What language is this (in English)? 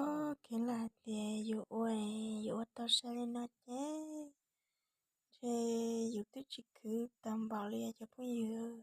Hmong